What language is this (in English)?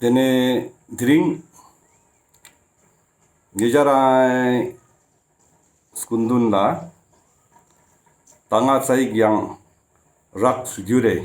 Ladakhi